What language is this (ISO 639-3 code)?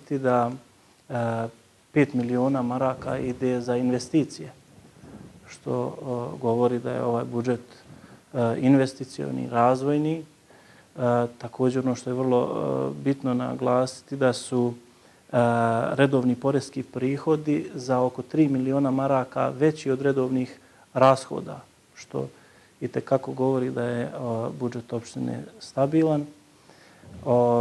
bos